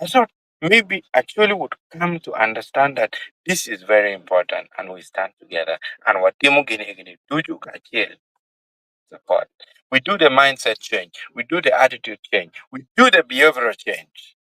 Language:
Acoli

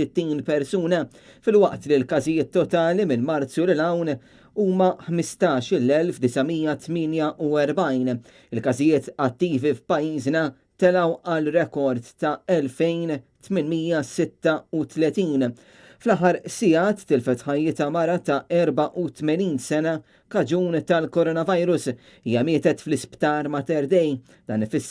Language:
Maltese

